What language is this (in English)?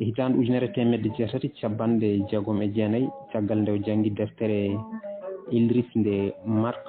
Fula